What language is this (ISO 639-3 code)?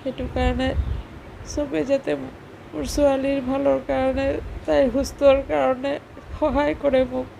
asm